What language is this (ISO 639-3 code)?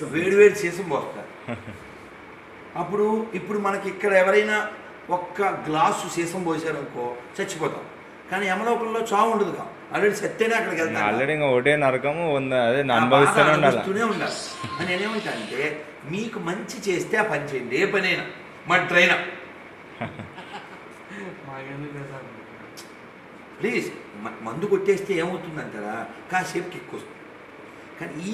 tel